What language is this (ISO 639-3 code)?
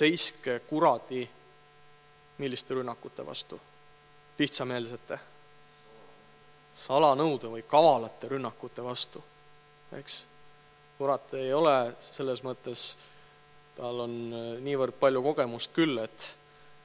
est